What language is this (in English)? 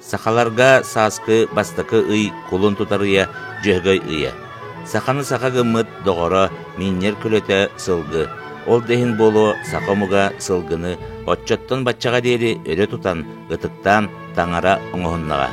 Yakut